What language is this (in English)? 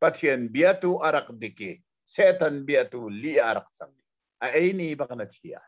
Hakha Chin